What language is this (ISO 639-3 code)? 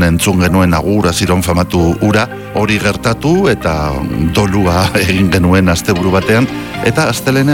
eus